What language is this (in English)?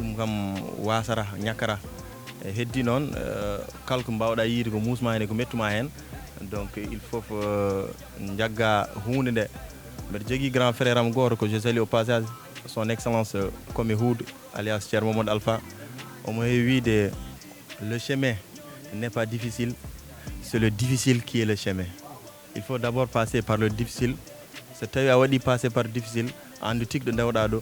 Fula